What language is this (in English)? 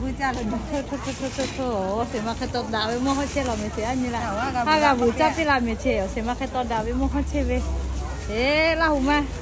Lahu